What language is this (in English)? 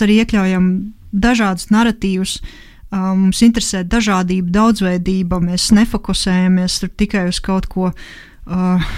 Latvian